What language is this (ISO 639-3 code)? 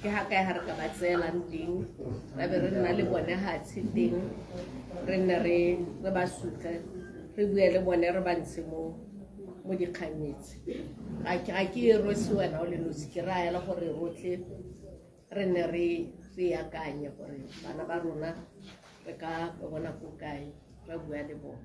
tsn